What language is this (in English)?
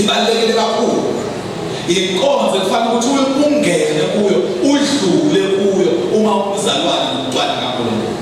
Zulu